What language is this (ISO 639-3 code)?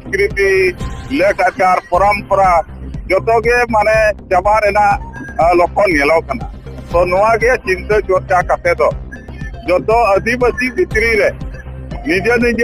sat